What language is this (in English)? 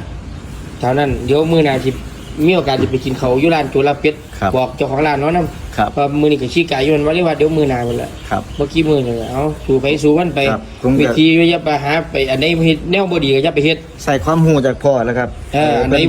Northeastern Thai